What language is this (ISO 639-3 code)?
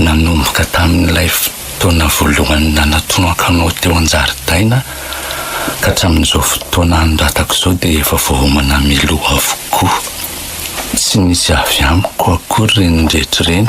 mlg